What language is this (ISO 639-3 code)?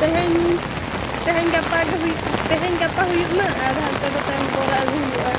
sat